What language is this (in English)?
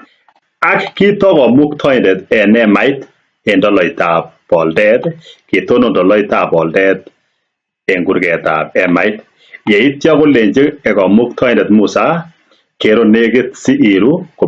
Kalenjin